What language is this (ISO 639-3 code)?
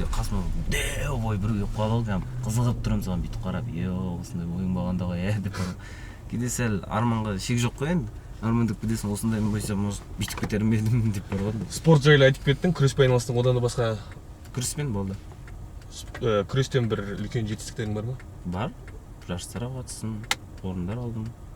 kaz